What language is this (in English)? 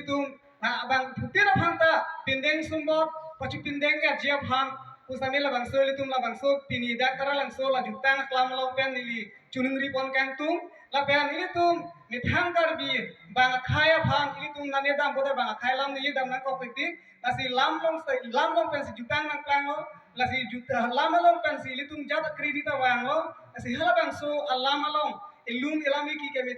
Karbi